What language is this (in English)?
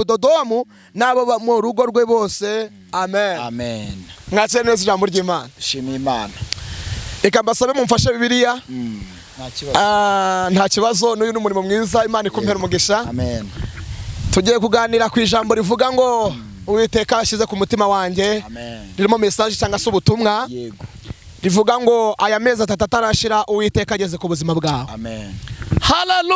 Kinyarwanda